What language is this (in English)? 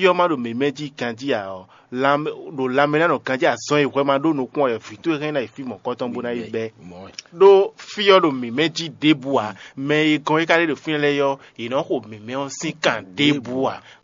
Fon